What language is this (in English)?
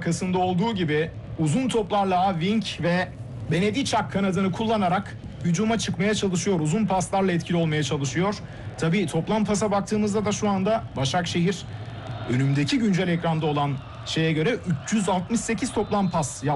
Turkish